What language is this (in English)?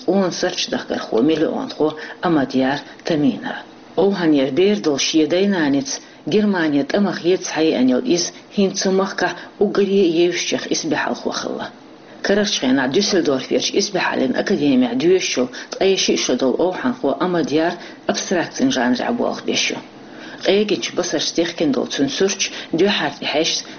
Chechen